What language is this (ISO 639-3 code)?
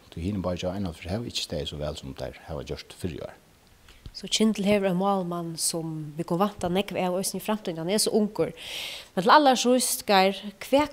fao